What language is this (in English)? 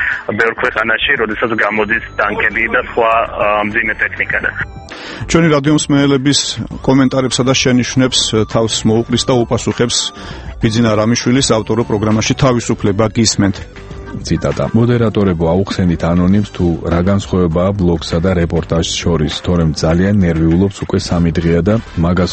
Georgian